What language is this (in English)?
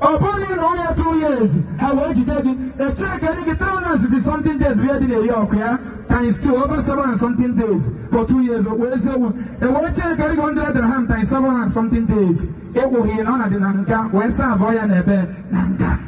Igbo